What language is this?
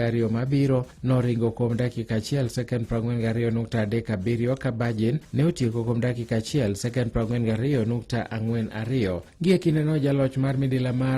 Luo (Kenya and Tanzania)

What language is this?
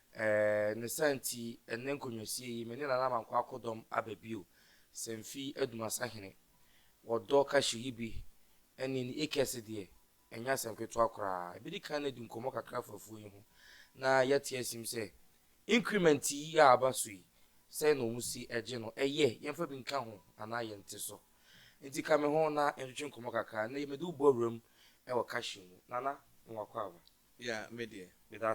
Akan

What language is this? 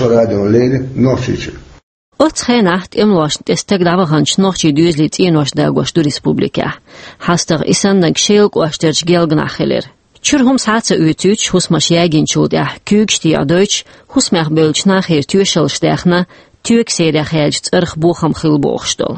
Chechen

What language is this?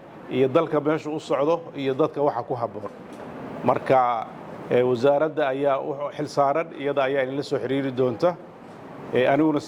Somali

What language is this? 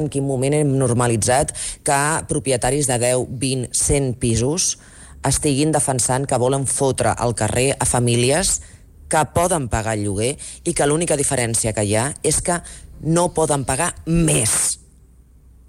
Catalan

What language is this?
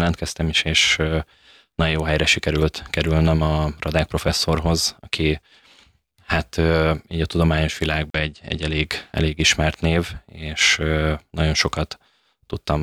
Hungarian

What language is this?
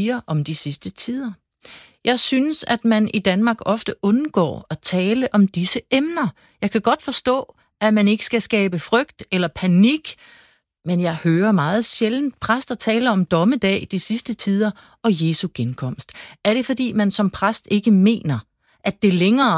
Danish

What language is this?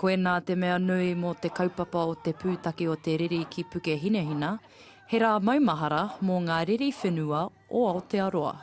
Māori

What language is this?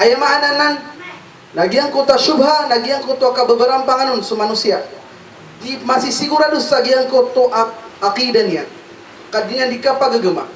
Maranao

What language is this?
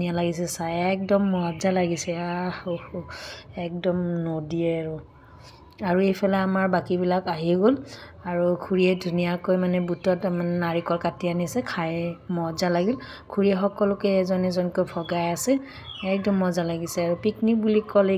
Assamese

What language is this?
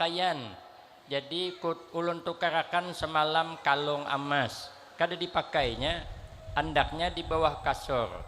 Banjar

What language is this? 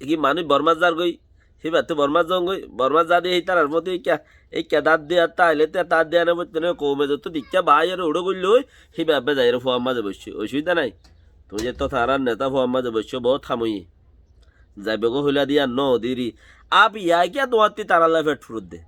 Rohingya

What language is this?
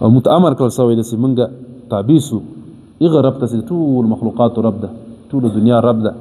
Pashto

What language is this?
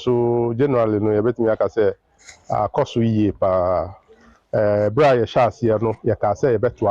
Akan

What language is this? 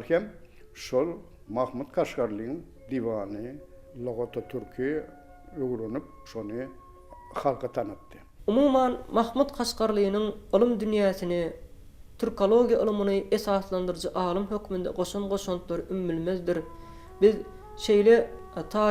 Turkmen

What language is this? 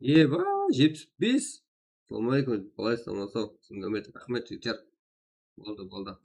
Kara-Kalpak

